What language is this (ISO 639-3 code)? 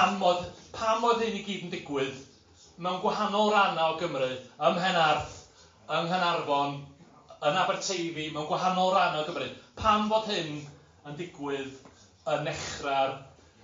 cym